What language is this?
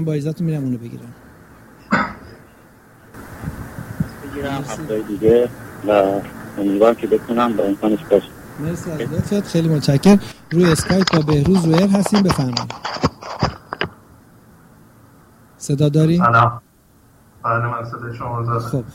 Persian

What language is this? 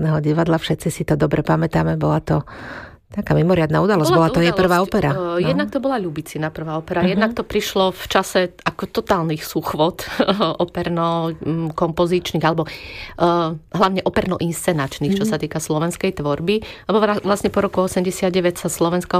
Slovak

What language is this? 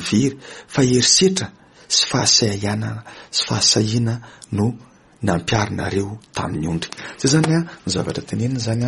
Malagasy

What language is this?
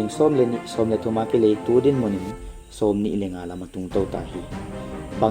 Paite Chin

